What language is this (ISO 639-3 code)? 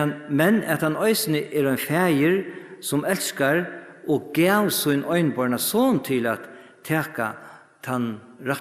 fao